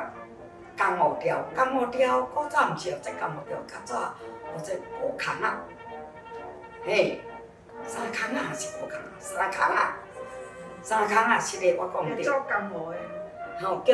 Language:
Min Nan Chinese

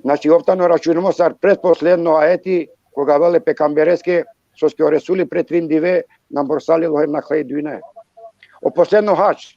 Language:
Balkan Romani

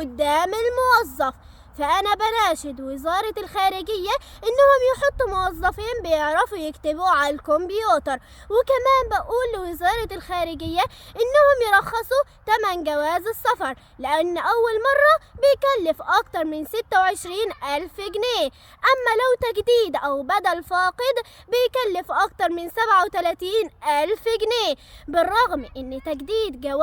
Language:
Egyptian Arabic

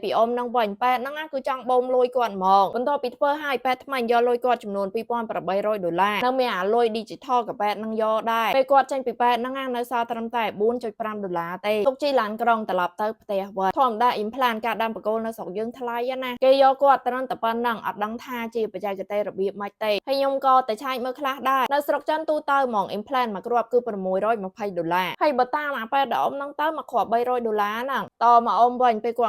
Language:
Khmer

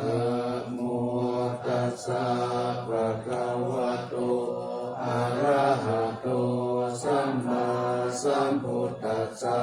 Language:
Pali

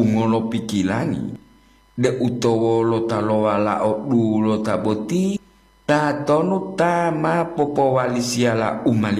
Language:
Gorontalo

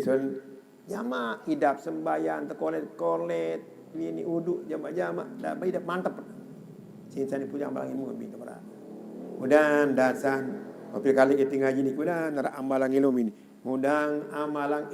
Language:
Sasak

